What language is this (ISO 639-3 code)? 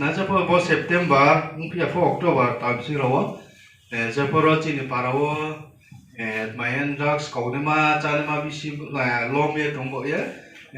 ria